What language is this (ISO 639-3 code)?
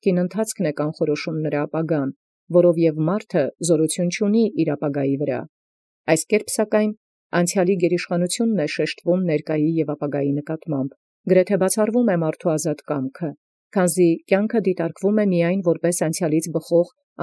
hye